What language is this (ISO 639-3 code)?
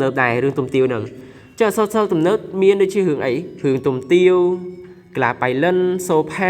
khm